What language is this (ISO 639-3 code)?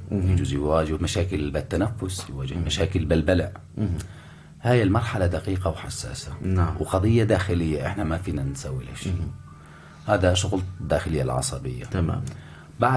apc